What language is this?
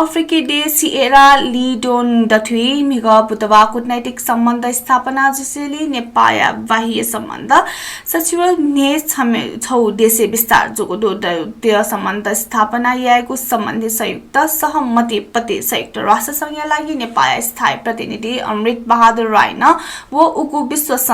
Newari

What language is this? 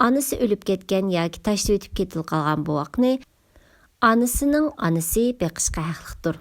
Uyghur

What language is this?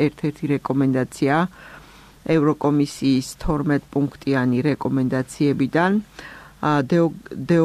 Georgian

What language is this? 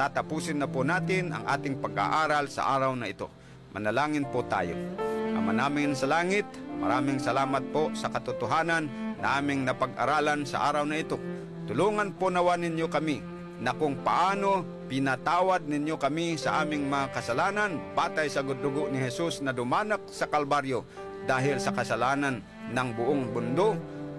Filipino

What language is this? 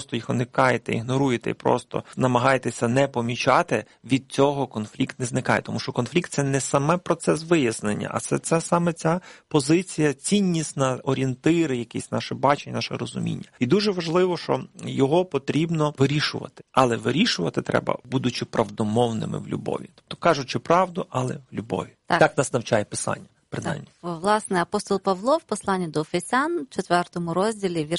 Ukrainian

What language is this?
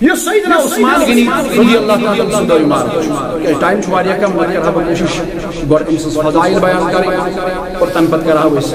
Kashmiri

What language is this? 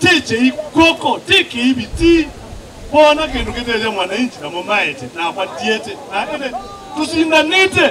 Kamba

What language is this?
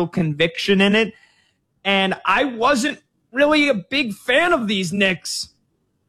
English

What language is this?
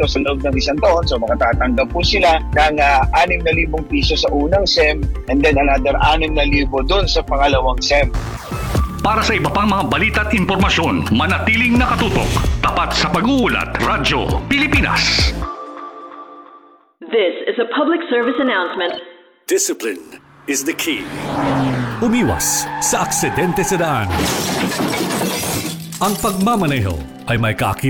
Filipino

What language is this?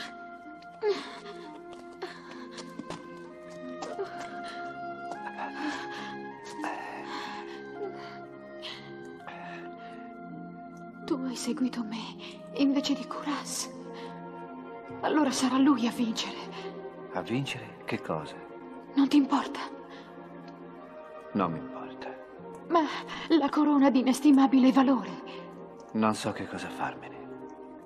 Italian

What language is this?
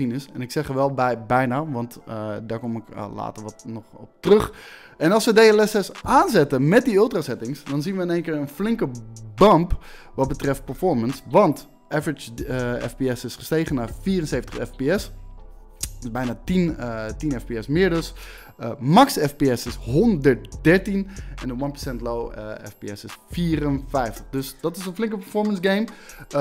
Dutch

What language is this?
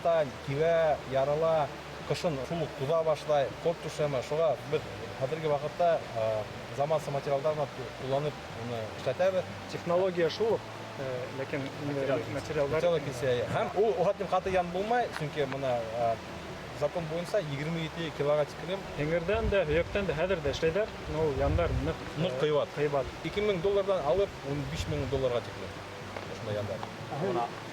Bashkir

